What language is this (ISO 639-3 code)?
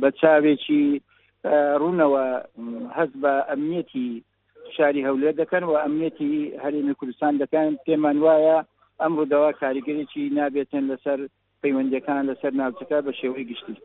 ckb